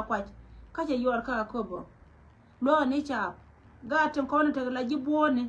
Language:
Nuer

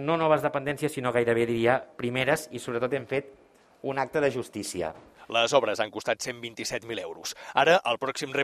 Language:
Catalan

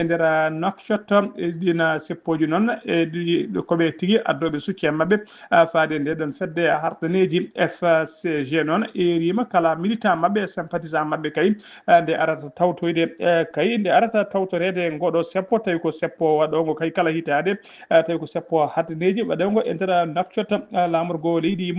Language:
Fula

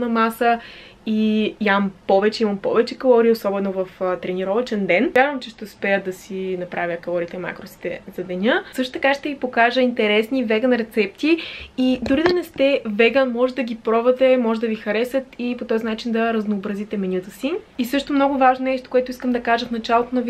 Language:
Bulgarian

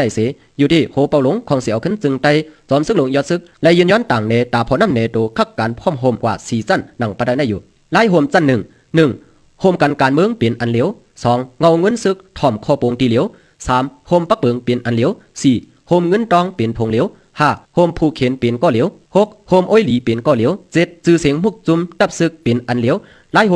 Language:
Shan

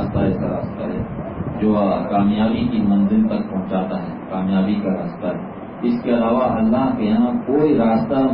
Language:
Urdu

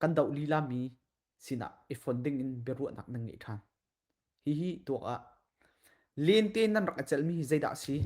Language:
Hakha Chin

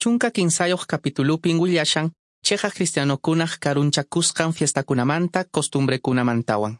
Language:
Quechua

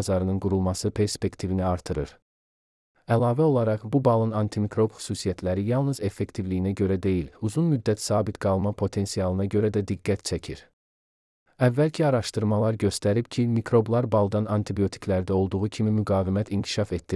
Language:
Azerbaijani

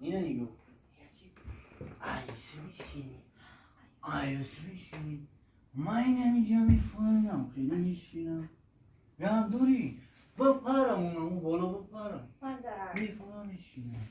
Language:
Tajik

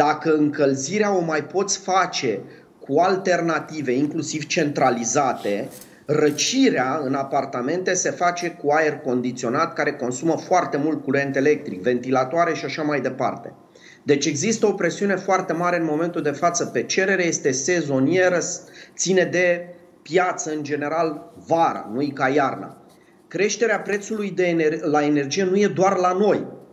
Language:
Romanian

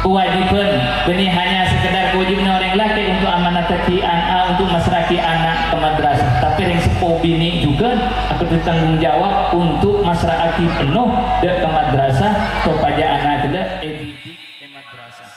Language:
Madurese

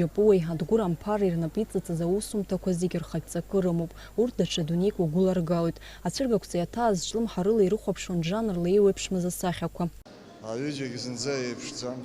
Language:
Abkhazian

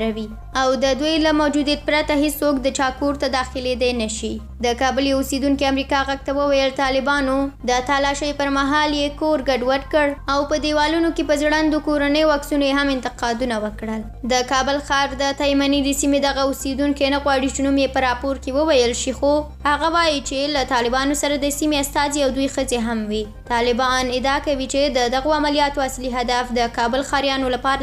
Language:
Pashto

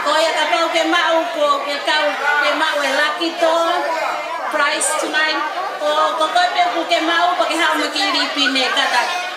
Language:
Tongan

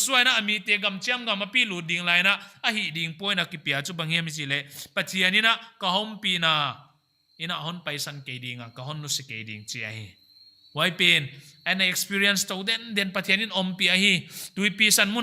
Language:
Paite Chin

